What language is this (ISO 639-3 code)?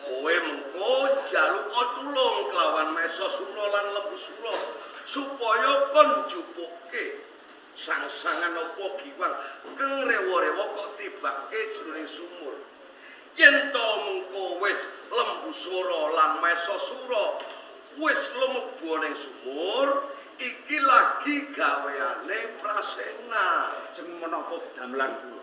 jav